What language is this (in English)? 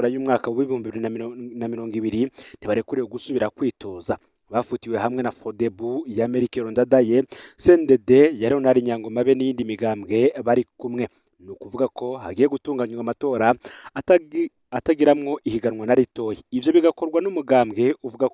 Rundi